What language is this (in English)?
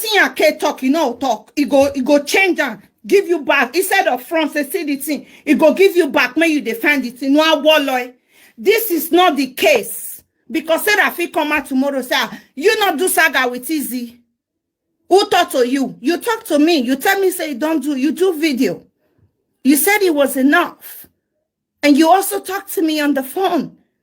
Nigerian Pidgin